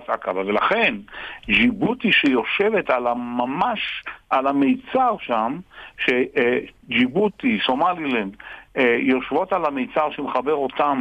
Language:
Hebrew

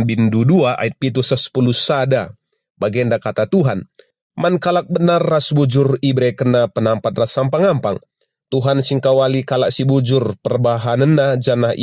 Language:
Batak Karo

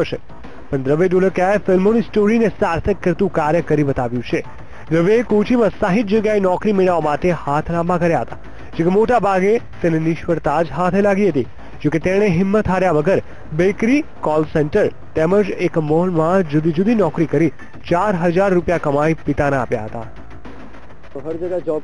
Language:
Gujarati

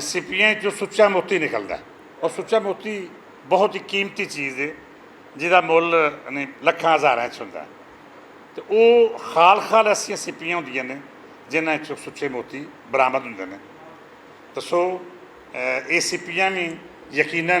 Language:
Western Panjabi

